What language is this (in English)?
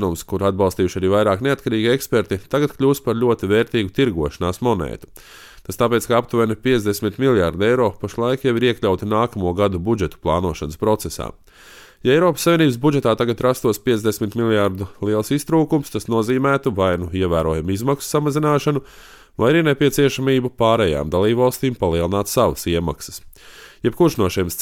Latvian